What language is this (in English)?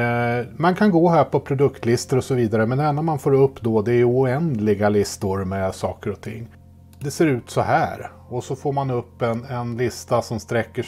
Swedish